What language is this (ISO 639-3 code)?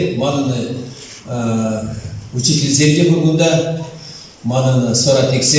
chv